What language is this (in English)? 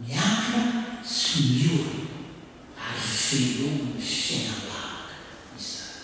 Malagasy